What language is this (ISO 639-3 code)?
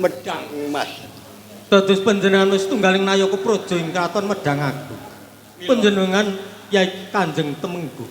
jav